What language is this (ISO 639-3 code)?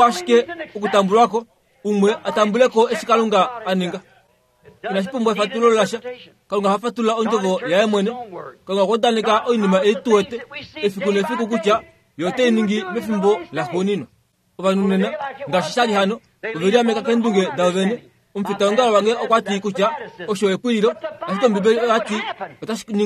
kua